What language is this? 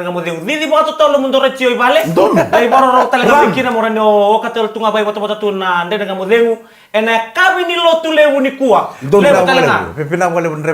Fijian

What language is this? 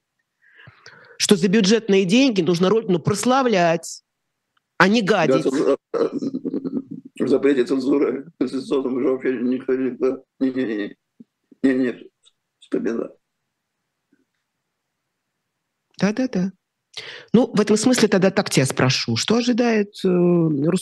Russian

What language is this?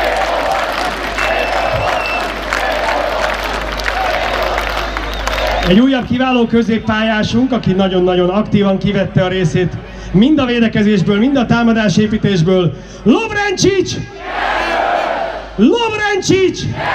Hungarian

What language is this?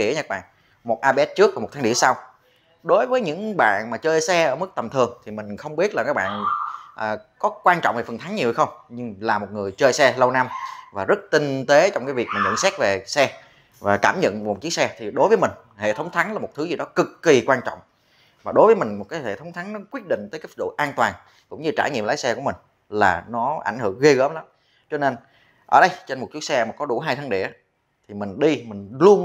Vietnamese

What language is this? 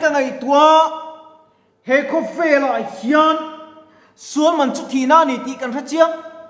Mizo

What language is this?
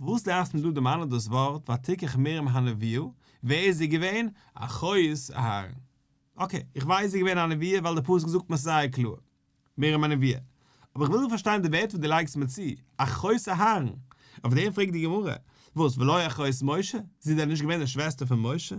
Yiddish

